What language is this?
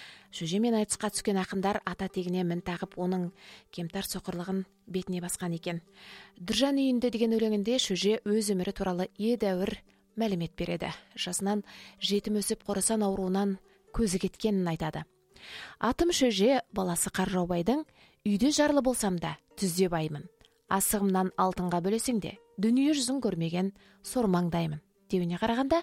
Kazakh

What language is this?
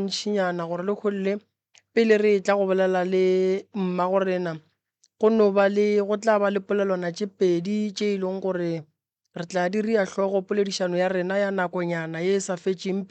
Northern Sotho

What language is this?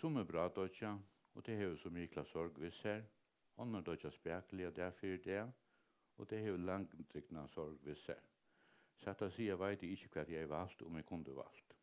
Faroese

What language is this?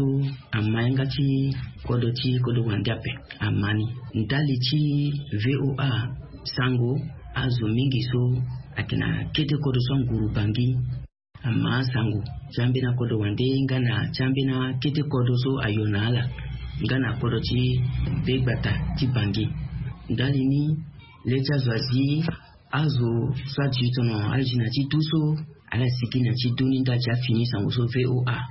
Sango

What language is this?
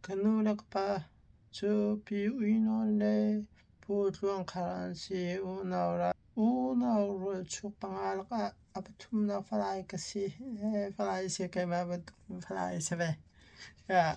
Hakha Chin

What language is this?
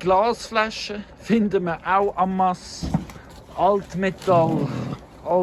Swiss German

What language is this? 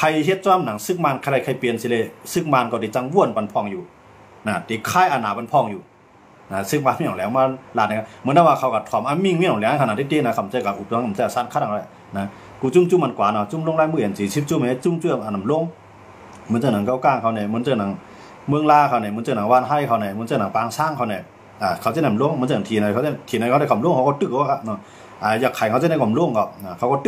Shan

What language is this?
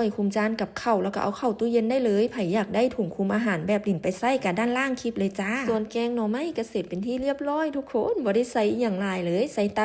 Lao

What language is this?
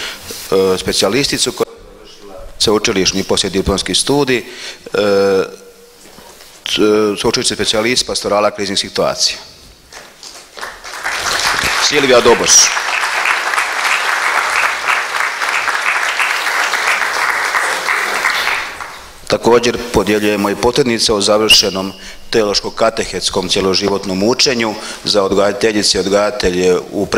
Croatian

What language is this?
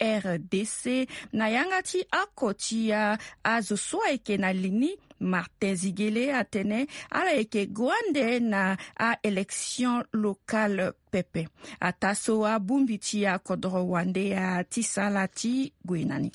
Sango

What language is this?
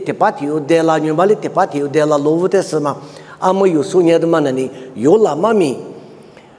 Lisu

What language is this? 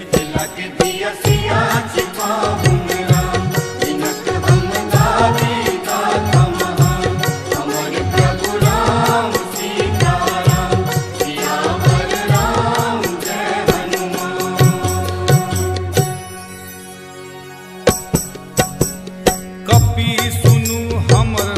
Maithili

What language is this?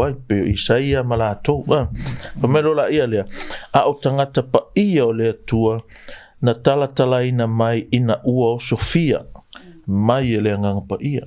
Samoan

